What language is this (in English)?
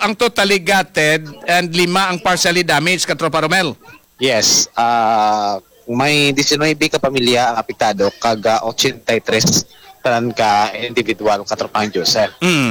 Hiligaynon